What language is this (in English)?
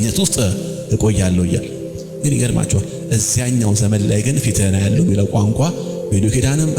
Amharic